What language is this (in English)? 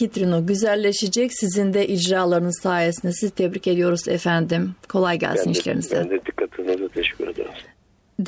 Turkish